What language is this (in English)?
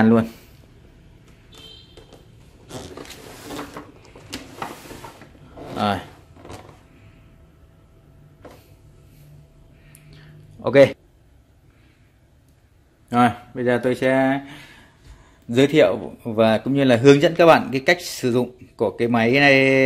Vietnamese